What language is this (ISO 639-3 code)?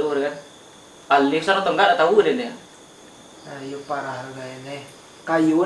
min